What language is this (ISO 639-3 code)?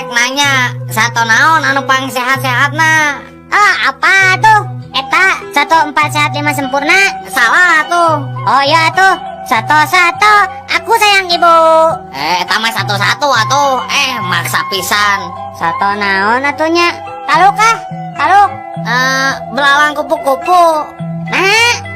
sun